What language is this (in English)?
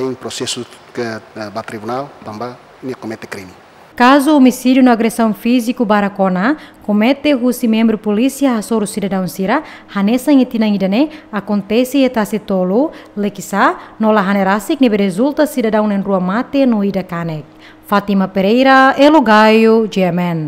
Tetum